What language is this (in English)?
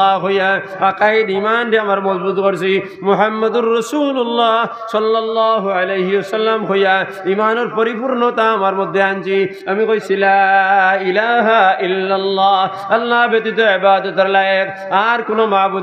Sylheti